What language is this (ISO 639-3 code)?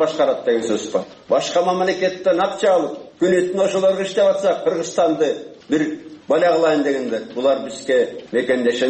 kir